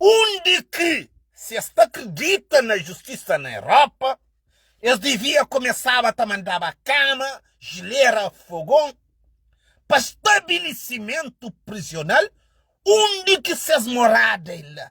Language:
Kabuverdianu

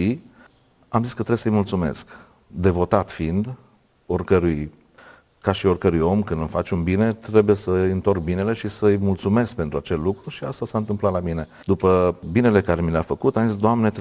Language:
Romanian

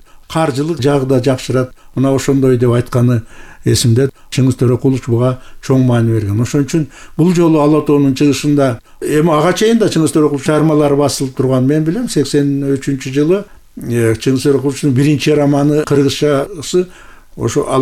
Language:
Kyrgyz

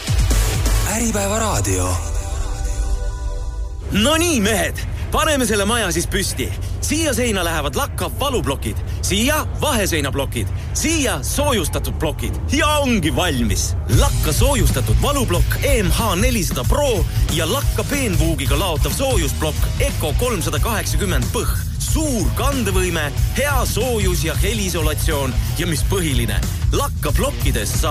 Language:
Estonian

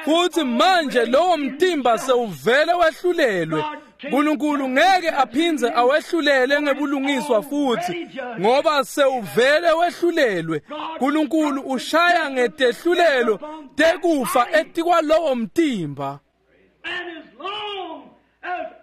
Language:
Swati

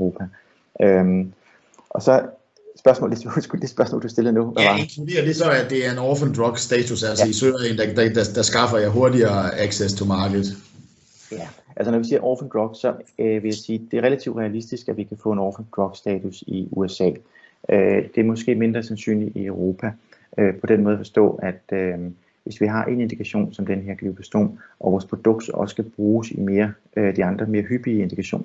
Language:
Danish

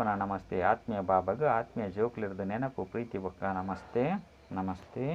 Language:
Tulu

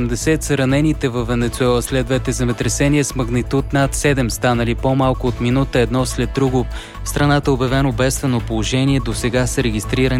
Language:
Bulgarian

